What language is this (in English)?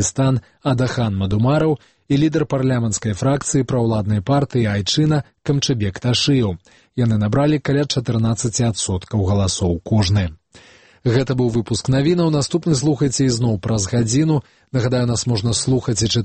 Belarusian